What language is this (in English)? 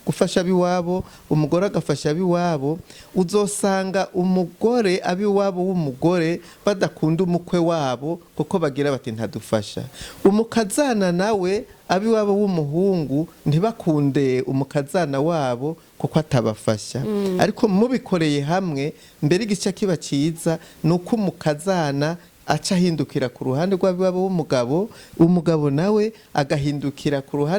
Rundi